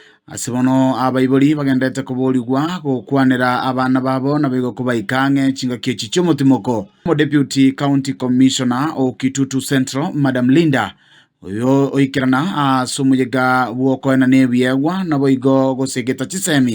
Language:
Gusii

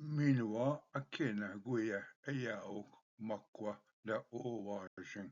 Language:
Ojibwa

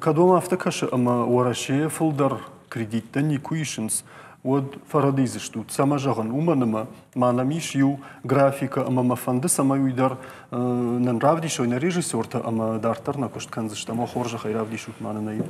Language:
Ossetic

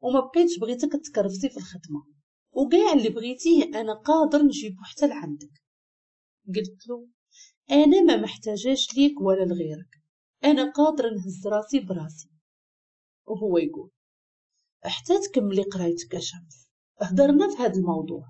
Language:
Moroccan Arabic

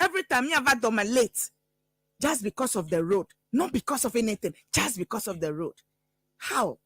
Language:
Ewe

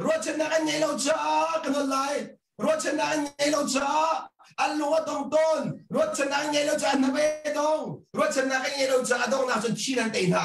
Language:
Hakha Chin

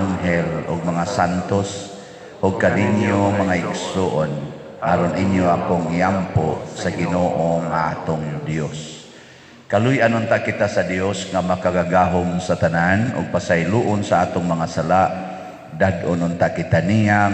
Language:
Cebuano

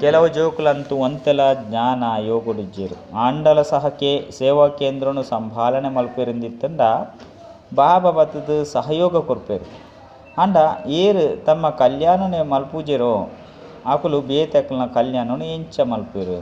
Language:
Tulu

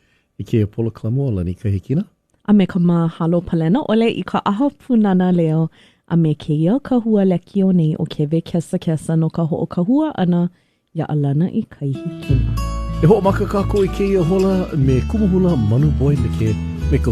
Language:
Hawaiian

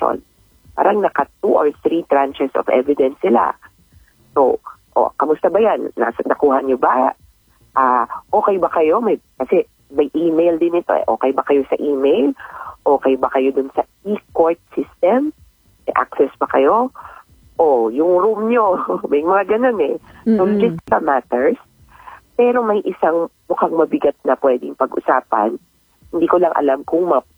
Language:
Filipino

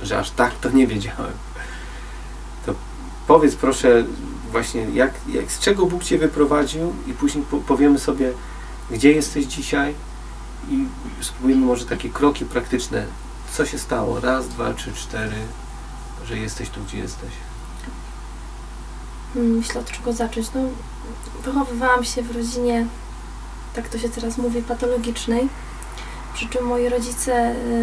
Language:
Polish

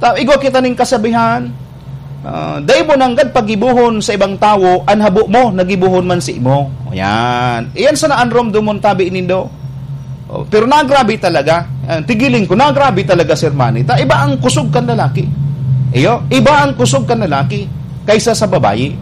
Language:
Bikol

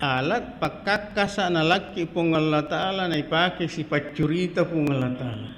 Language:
Buginese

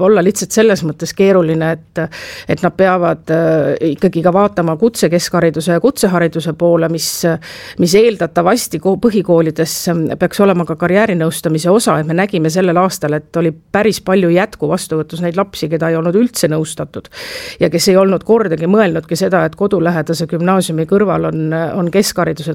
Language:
Estonian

